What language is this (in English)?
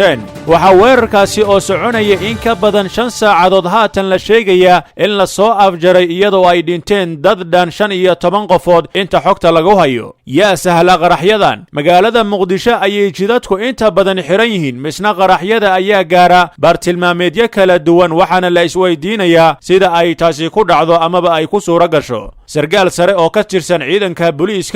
Somali